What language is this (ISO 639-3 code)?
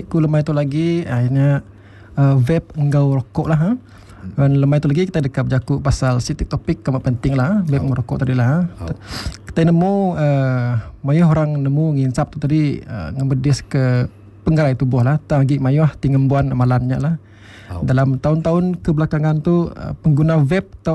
iba